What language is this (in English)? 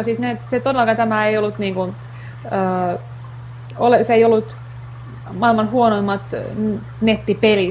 Finnish